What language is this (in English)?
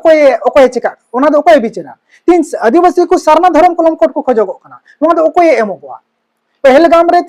Santali